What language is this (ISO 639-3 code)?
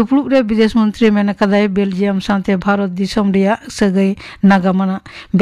sat